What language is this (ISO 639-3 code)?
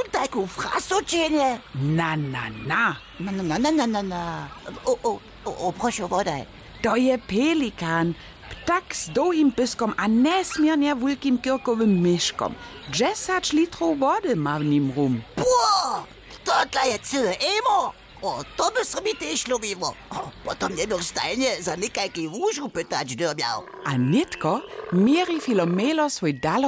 hsb